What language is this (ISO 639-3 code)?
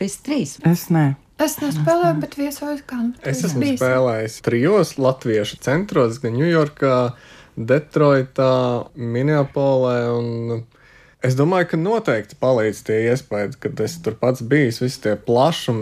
lav